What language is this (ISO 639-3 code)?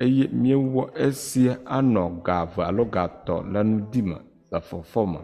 ewe